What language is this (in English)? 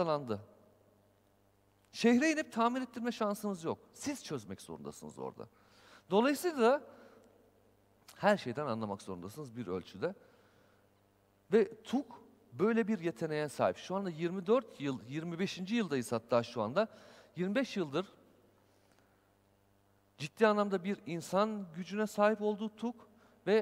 Turkish